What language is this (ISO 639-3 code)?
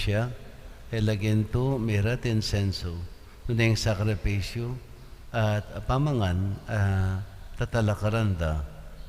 pam